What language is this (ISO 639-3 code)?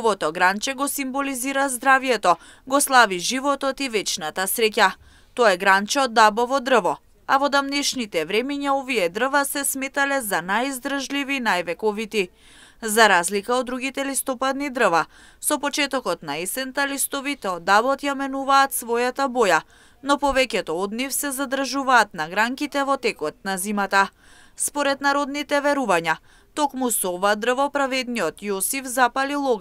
mkd